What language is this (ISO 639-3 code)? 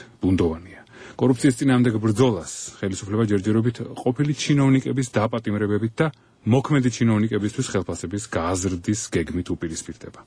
kat